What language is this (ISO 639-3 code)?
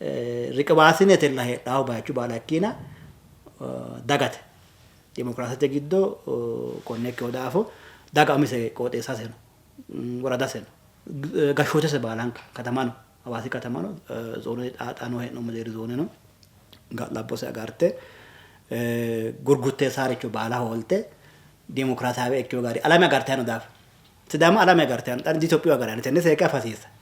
sid